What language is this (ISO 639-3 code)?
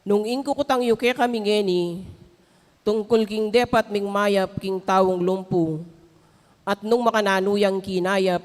pam